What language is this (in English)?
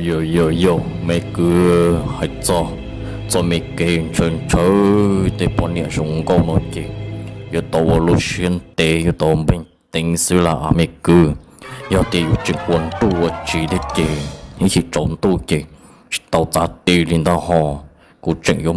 Hmong